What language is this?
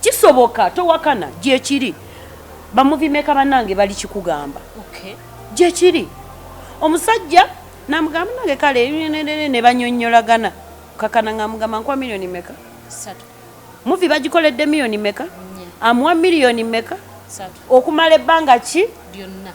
Ganda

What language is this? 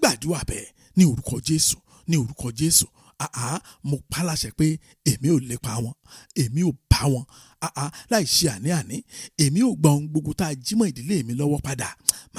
Yoruba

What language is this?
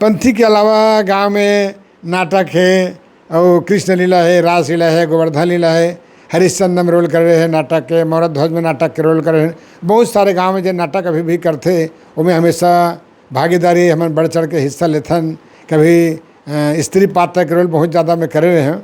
Chhattisgarhi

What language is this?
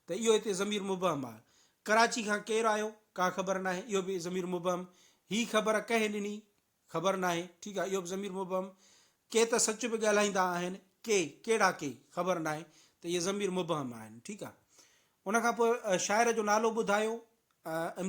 Sindhi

